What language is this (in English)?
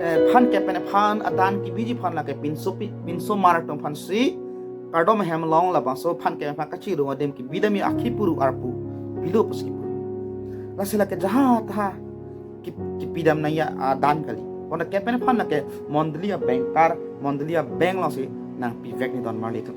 Karbi